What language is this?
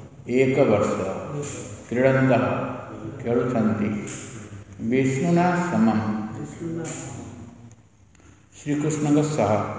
Odia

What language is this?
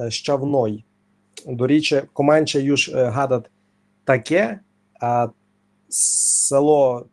Rusyn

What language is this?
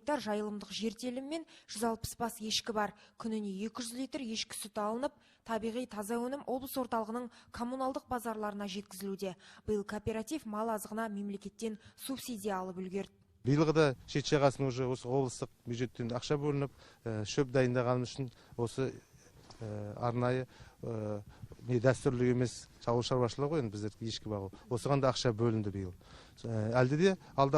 Kazakh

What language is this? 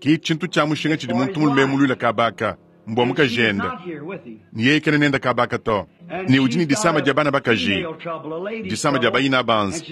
Luba-Lulua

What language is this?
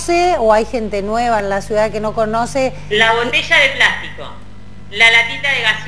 Spanish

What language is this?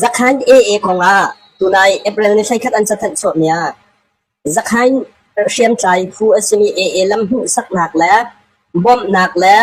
Hakha Chin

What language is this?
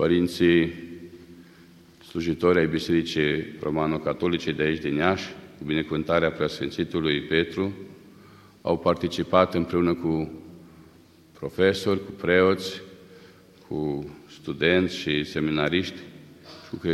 Romanian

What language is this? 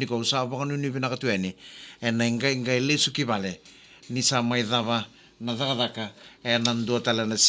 Fijian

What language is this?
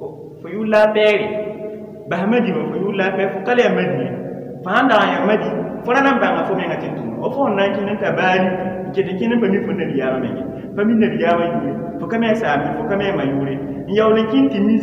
Mossi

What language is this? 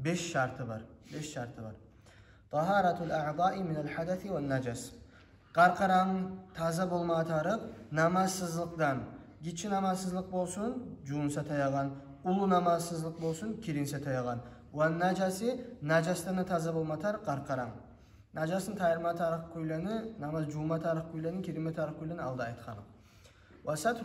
Kumyk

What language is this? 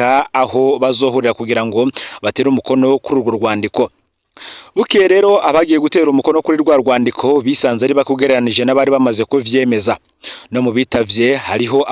Rundi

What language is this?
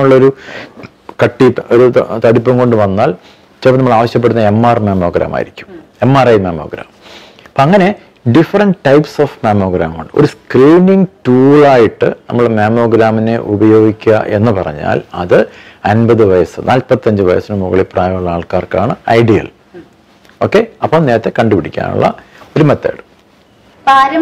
Malayalam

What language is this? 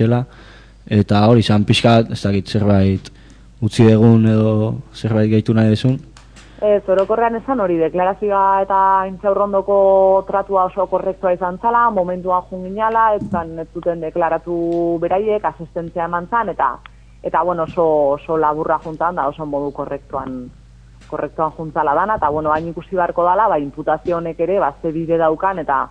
Basque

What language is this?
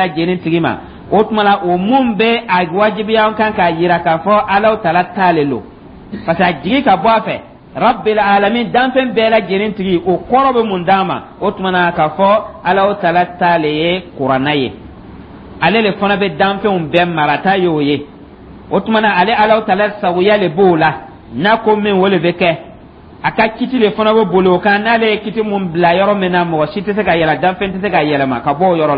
Dyula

